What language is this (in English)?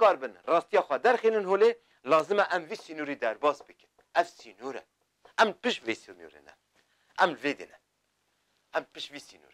Kurdish